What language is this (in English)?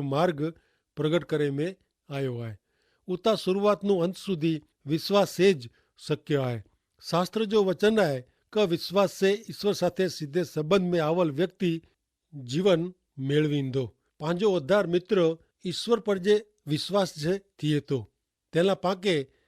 Kachhi